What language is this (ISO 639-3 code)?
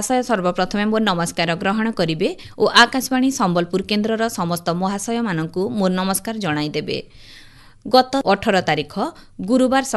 ori